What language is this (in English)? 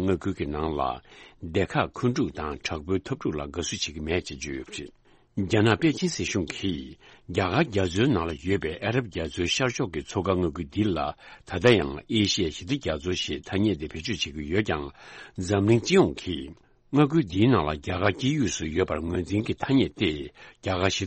Tibetan